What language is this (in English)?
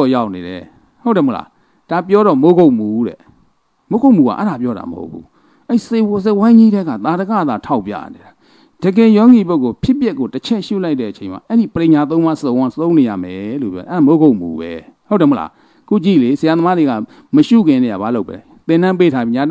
Burmese